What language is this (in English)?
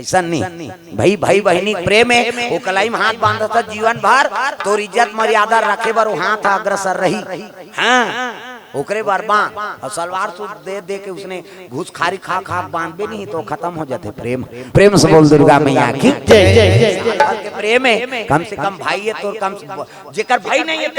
Chhattisgarhi